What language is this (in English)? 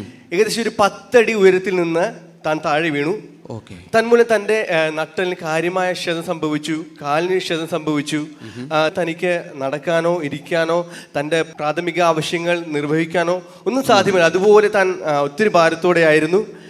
Malayalam